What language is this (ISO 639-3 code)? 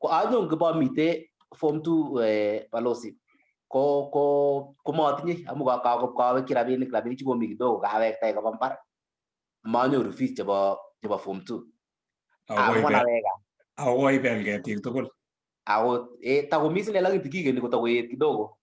kln